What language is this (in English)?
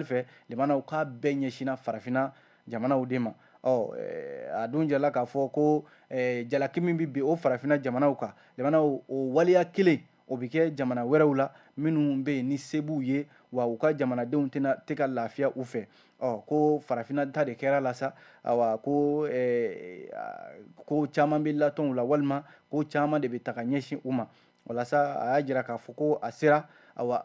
Bambara